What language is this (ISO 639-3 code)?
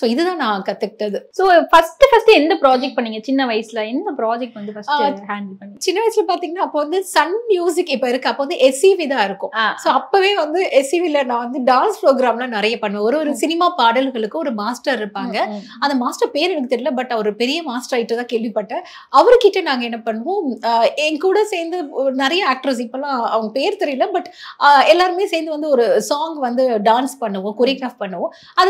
tam